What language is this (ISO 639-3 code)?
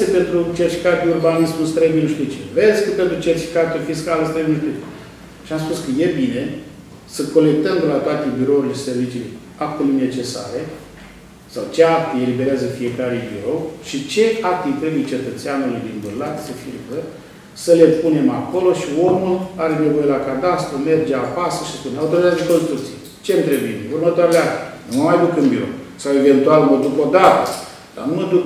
ron